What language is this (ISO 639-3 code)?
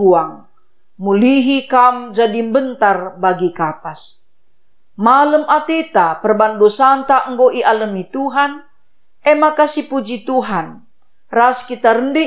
btx